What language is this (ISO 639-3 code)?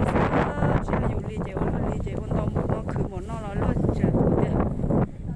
hmn